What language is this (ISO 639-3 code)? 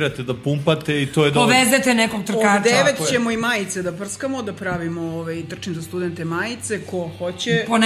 srp